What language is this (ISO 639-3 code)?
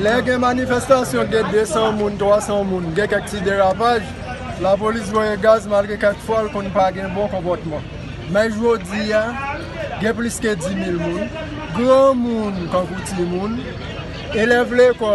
hat